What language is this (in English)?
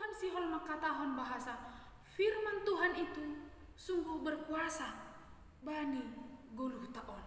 Batak Simalungun